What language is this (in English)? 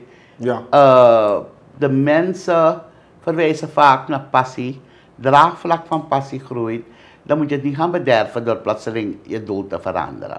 Dutch